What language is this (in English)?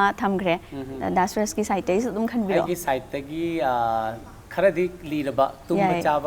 Manipuri